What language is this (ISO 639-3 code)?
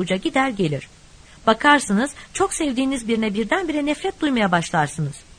tur